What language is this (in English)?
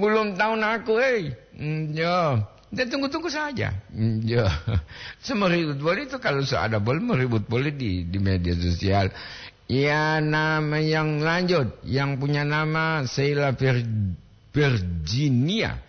Gorontalo